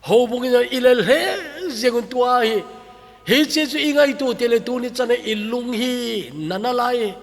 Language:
Thado Chin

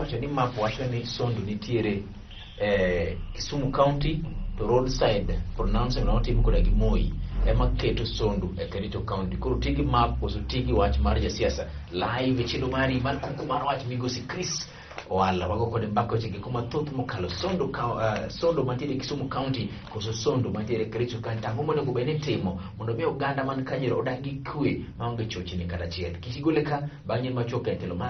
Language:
Luo (Kenya and Tanzania)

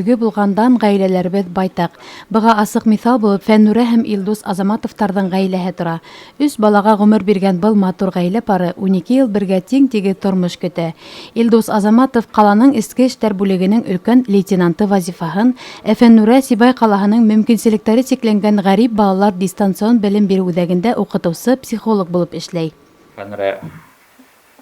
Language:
Bashkir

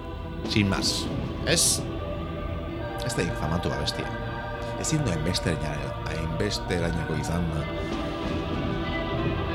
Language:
Basque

